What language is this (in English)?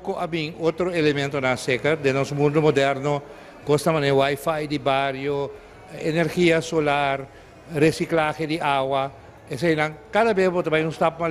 Papiamento